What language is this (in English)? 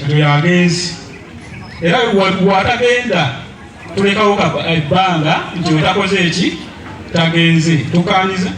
Ganda